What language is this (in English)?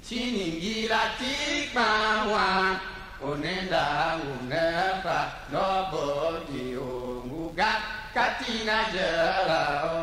Tiv